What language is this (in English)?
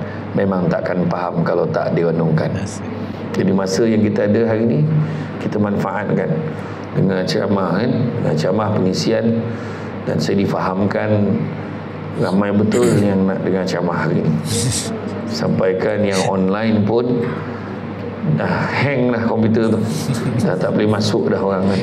Malay